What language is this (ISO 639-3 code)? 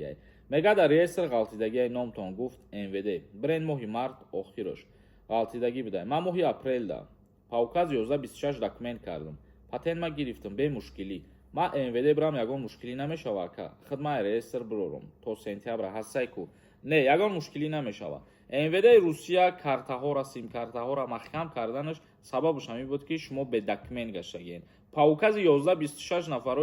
tgk